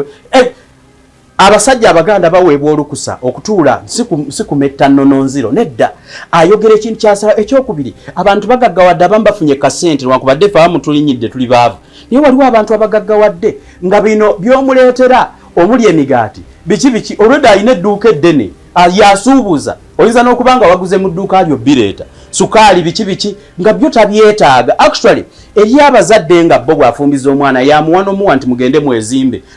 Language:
Ganda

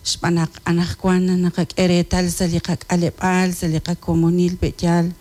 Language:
Kekchí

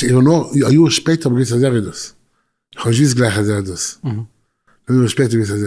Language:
Yiddish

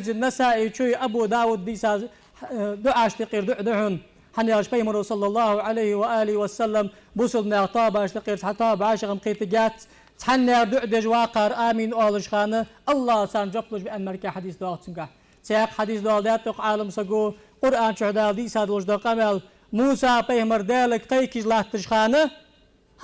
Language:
Ingush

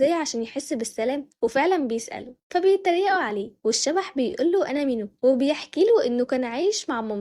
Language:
Egyptian Arabic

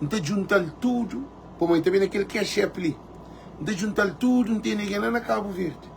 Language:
Kabuverdianu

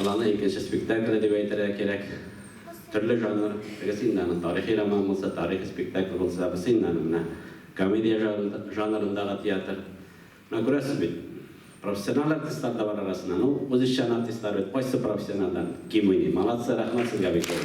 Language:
Tatar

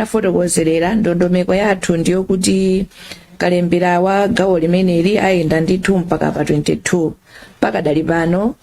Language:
Nyanja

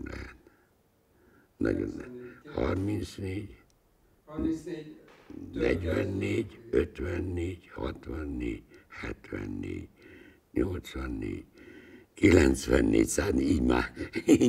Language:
Hungarian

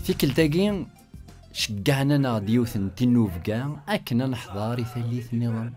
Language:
Kabyle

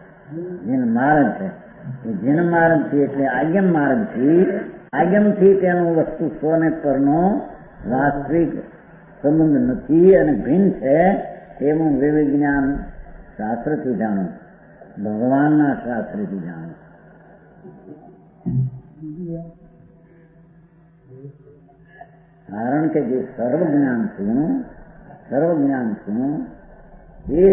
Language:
Gujarati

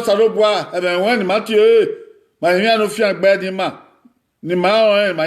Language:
Bini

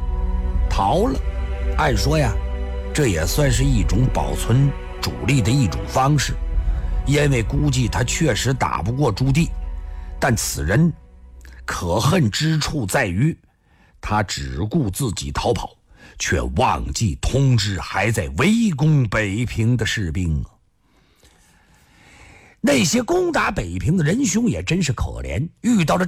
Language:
Chinese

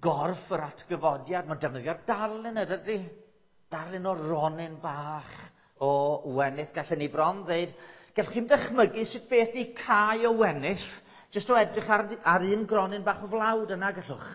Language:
Welsh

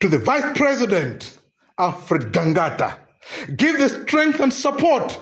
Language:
Nyanja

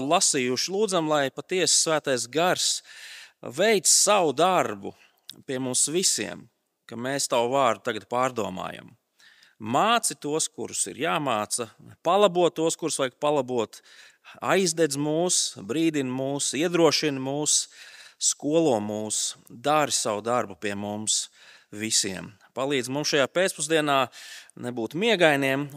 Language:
Latvian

